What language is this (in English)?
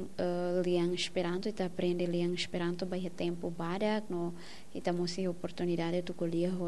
Tetum